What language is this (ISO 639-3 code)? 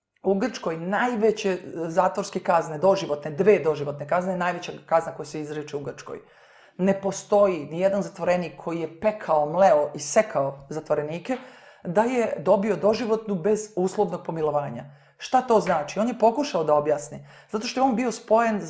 srp